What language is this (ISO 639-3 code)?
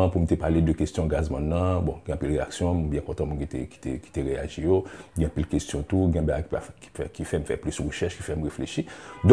hat